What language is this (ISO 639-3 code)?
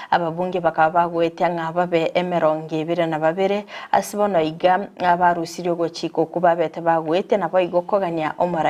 guz